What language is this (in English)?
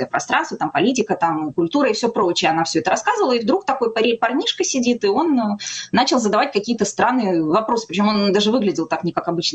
Russian